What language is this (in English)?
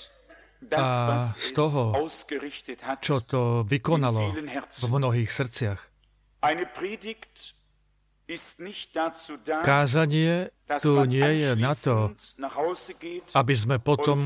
Slovak